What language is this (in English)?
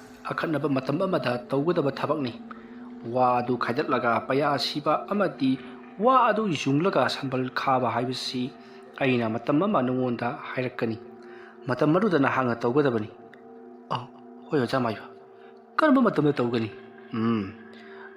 Manipuri